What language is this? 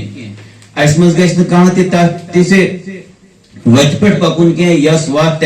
Kashmiri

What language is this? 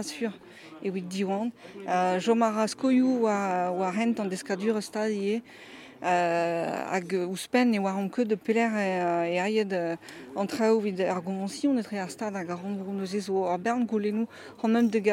Breton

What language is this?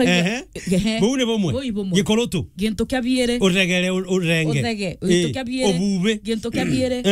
Meru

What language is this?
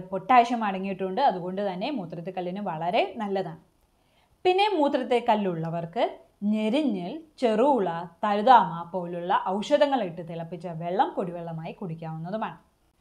Malayalam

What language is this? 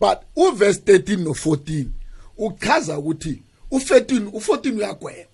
South Ndebele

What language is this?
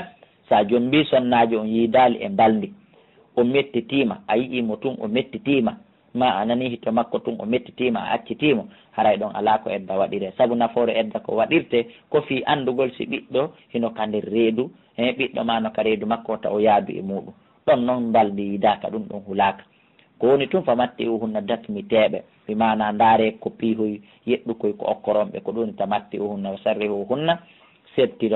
Fula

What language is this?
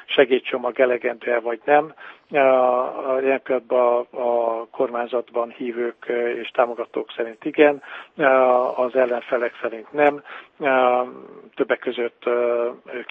Hungarian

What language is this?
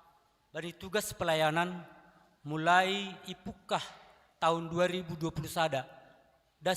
Batak Simalungun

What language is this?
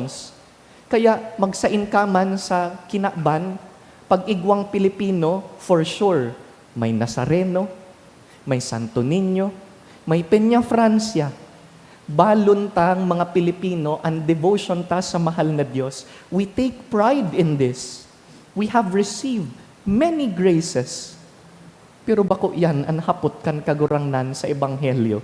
Bikol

